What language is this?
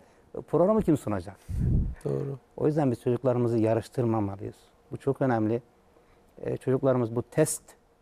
Turkish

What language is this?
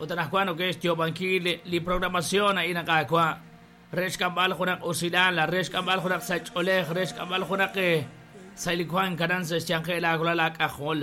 Kekchí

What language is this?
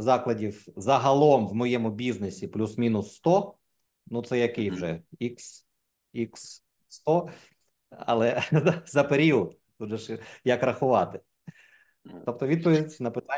Ukrainian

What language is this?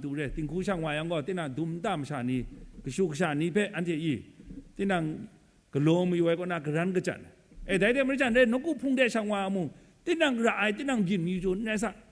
Kachin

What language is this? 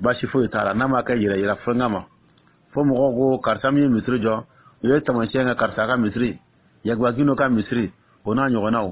Dyula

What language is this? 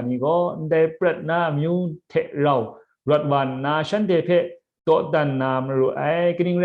Kachin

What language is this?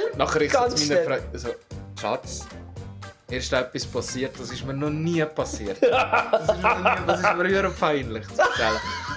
Swiss German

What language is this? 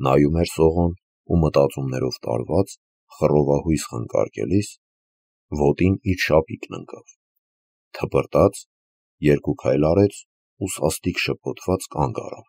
Armenian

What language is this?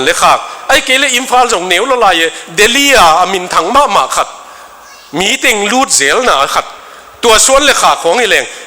Tedim Chin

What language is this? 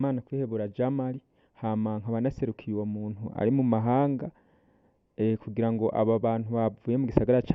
Rundi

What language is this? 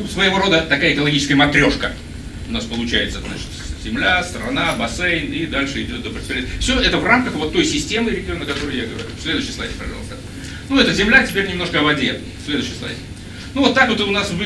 Russian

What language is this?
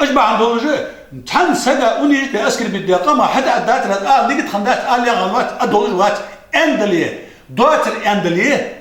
Ingush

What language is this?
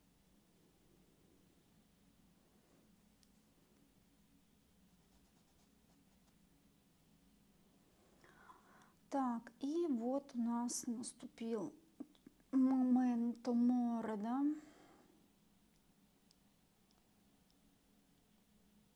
Russian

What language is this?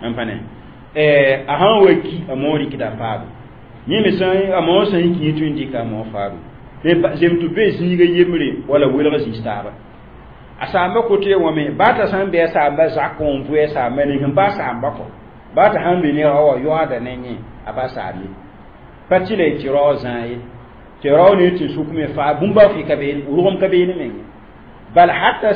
Mossi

